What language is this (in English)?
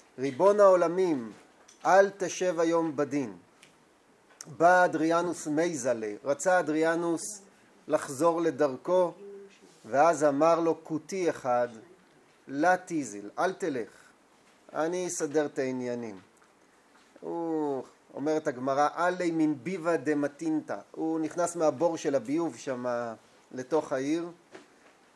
Hebrew